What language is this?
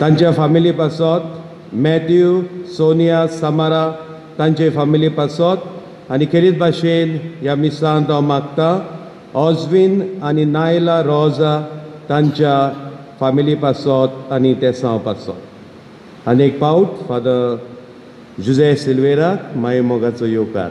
Konkani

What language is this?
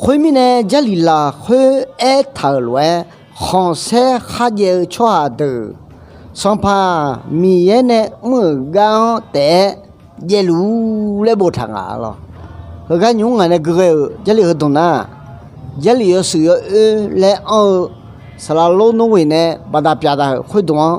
Akha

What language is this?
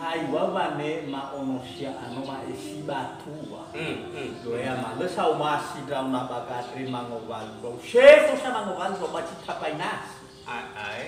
Nias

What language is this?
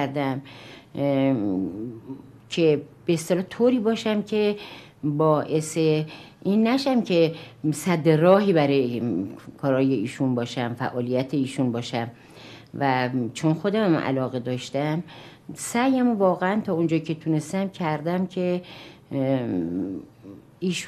Persian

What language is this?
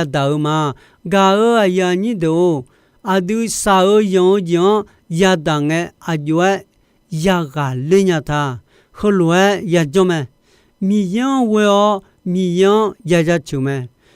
Akha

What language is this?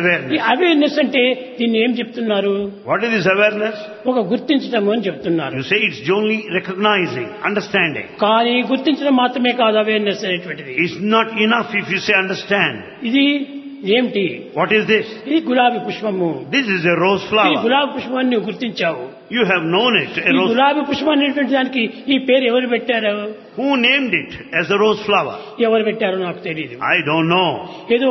Telugu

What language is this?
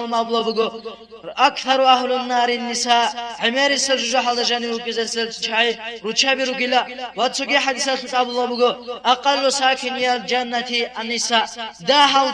Avaric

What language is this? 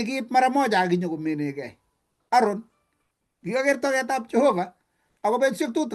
Kalenjin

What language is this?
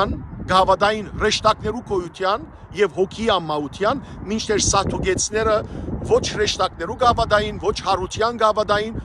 Western Armenian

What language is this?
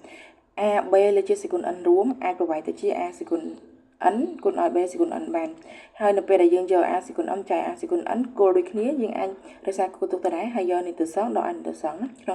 Khmer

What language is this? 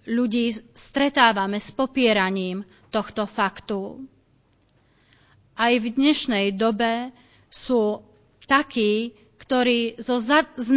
Slovak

